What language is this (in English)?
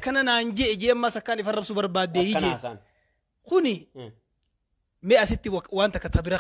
Oromo